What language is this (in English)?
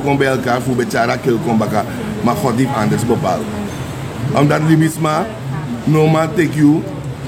Sranan Tongo